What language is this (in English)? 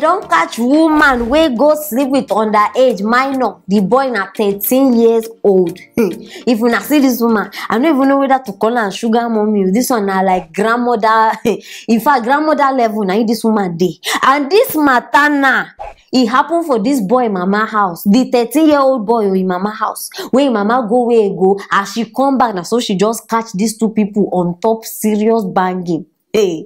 Nigerian Pidgin